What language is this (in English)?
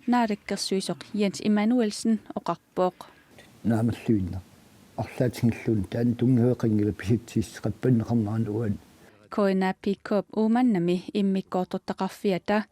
Kalaallisut